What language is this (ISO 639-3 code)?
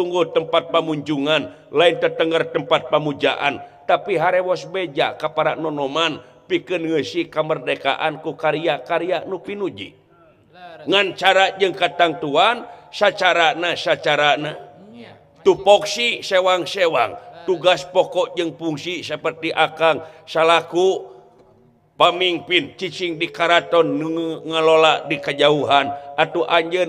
sun